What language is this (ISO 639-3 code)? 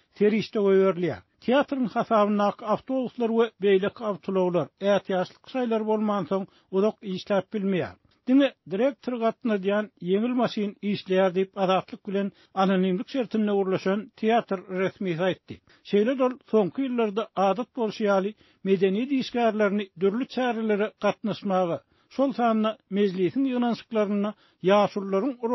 tuk